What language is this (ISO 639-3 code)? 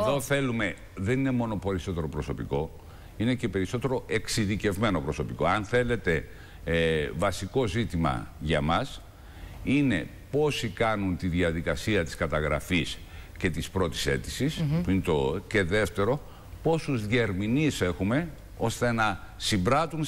ell